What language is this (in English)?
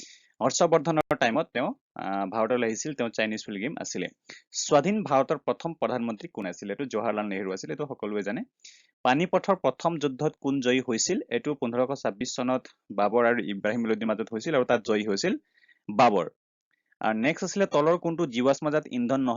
Assamese